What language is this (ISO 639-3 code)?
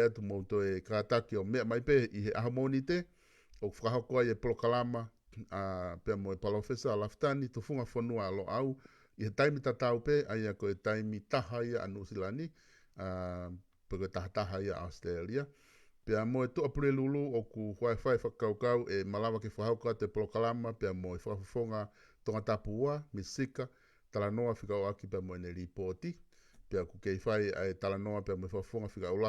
ton